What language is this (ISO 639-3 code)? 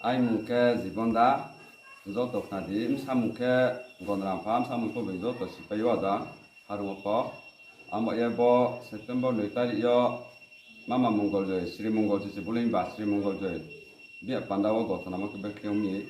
ria